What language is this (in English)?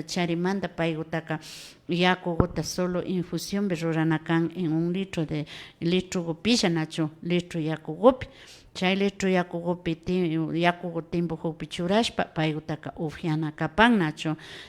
Imbabura Highland Quichua